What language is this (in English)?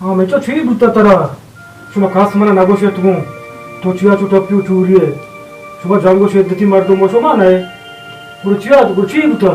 Baluchi